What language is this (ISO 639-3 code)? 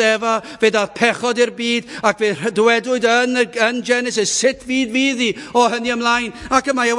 cym